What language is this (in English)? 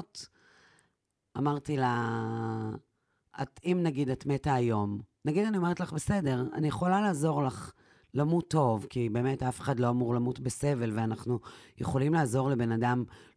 Hebrew